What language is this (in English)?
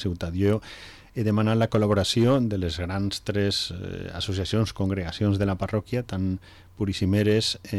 Catalan